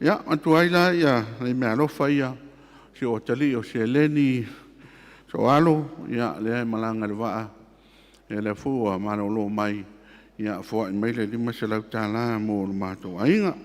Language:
Samoan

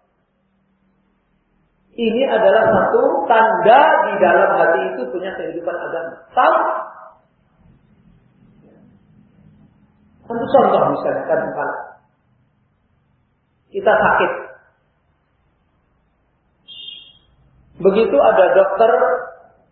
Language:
Indonesian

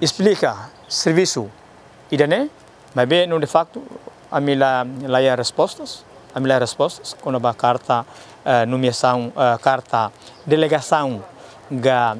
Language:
Tetum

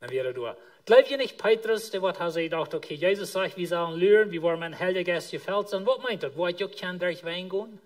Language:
Plautdietsch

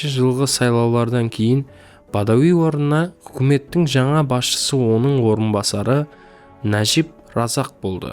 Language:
Kara-Kalpak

